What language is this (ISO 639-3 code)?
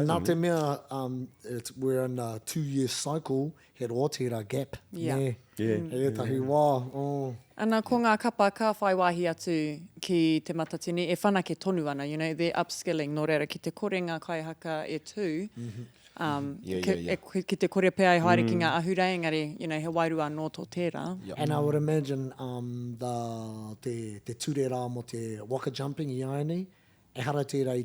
mri